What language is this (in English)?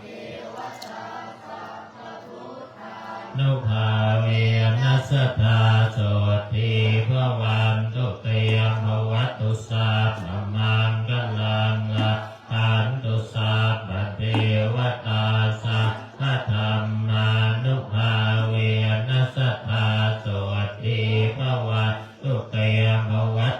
Pali